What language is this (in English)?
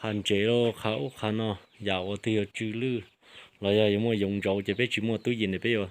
Hmong